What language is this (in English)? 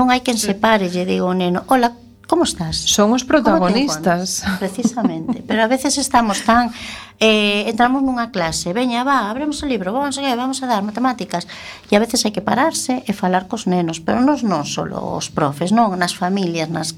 Galician